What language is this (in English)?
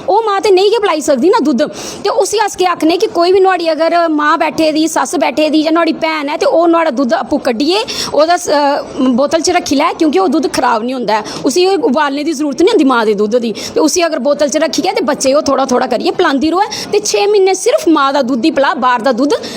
Dogri